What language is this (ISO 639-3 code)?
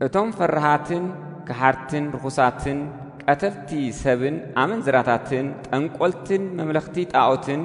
tir